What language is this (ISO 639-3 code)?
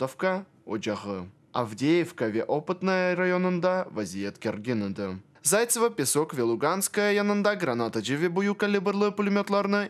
crh